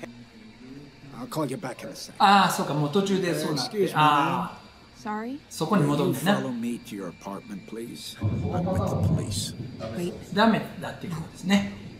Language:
Japanese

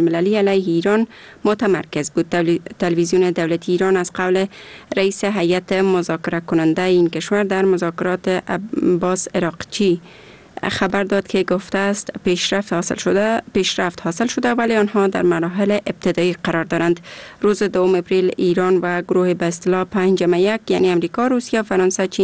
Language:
Persian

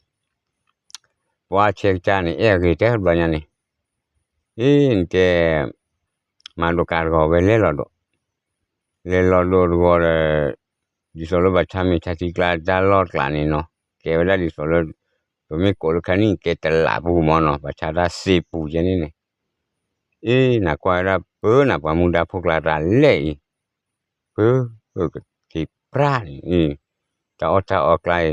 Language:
S'gaw Karen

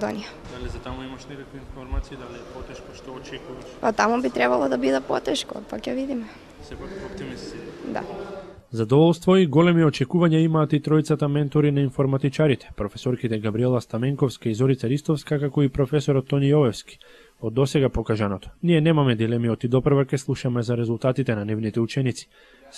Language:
Macedonian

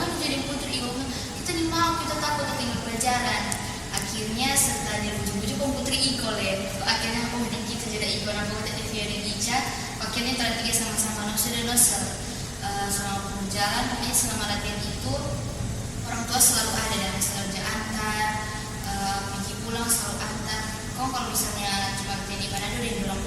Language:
Manado Malay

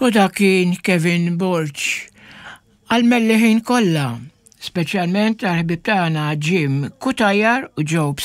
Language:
Maltese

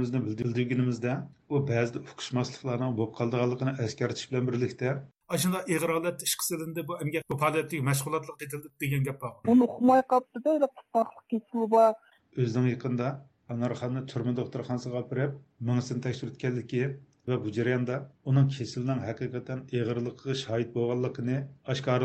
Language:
Uyghur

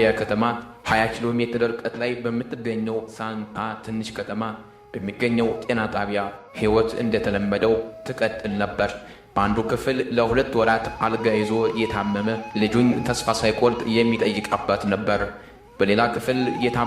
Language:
Amharic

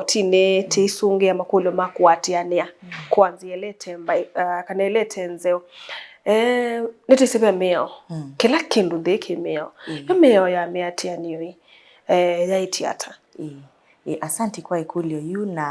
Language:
Kamba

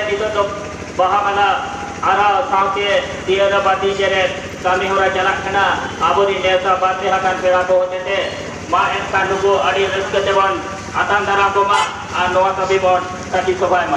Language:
Santali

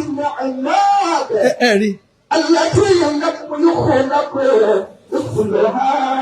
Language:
Yoruba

